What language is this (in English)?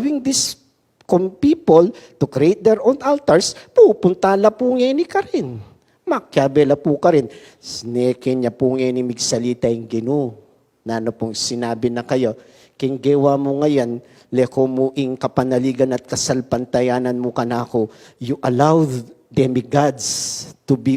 Pampanga